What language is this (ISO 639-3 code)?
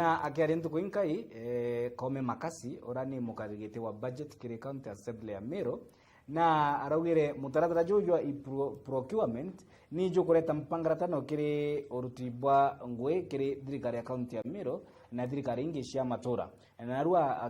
mer